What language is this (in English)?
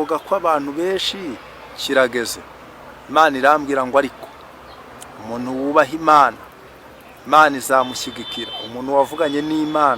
Kinyarwanda